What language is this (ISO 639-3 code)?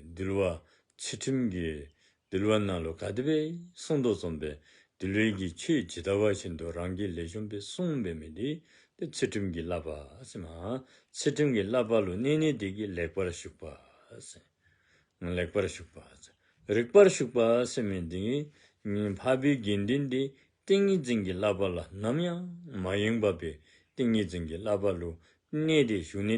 dzo